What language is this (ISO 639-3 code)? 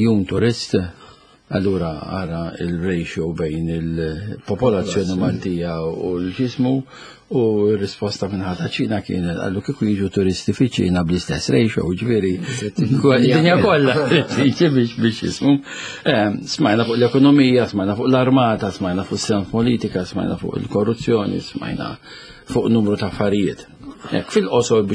mlt